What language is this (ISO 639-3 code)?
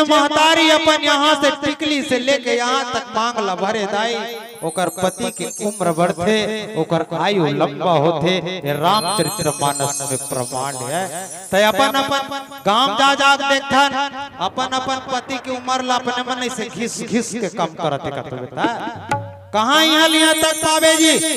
hne